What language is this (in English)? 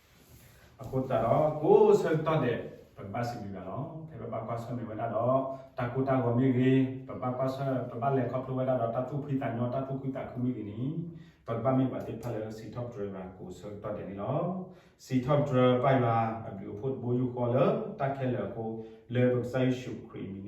S'gaw Karen